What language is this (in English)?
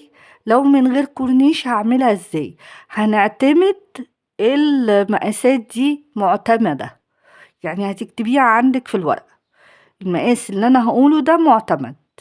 Egyptian Arabic